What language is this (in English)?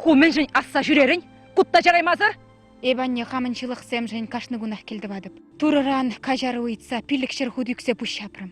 Chuvash